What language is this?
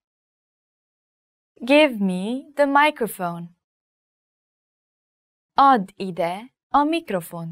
Hungarian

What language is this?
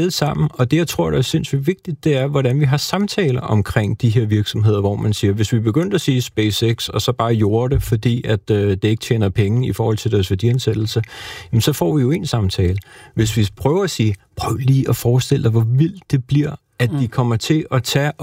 Danish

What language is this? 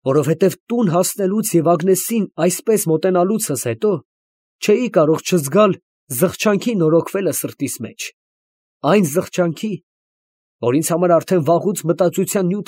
Armenian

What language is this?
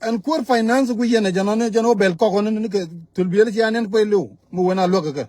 Nuer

